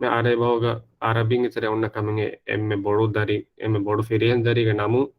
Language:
Divehi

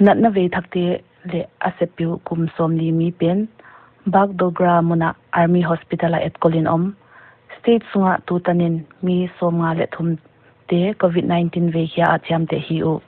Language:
Paite Chin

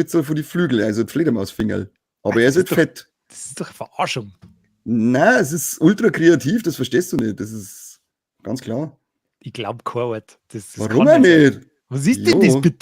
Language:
Bavarian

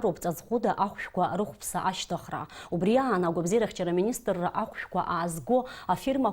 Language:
Abkhazian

